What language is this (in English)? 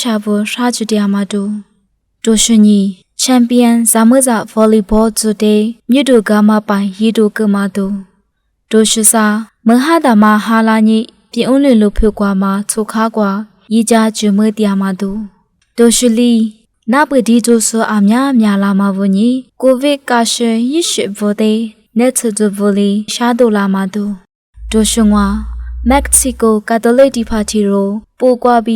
Lisu